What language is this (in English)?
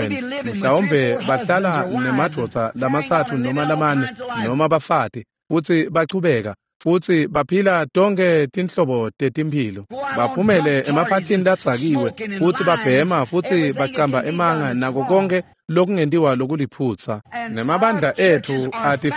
Swati